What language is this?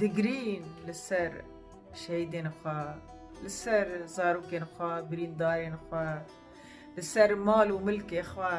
Kurdish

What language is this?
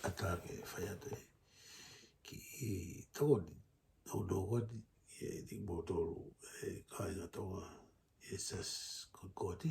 Tongan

